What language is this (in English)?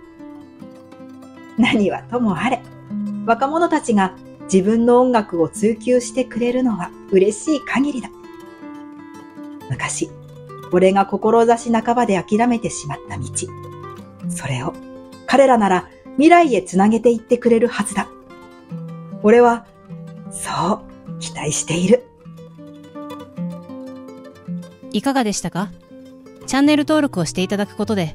Japanese